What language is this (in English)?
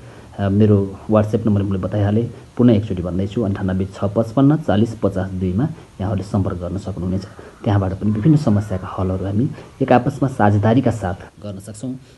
Nepali